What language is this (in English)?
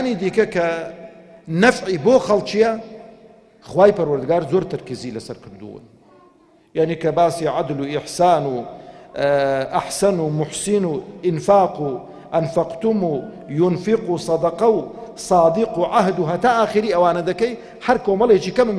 Central Kurdish